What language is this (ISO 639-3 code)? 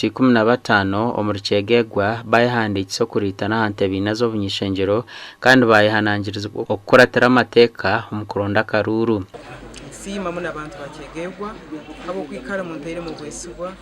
nyn